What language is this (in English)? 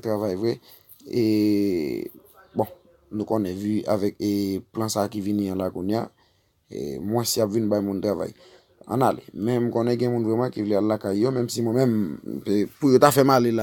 Haitian Creole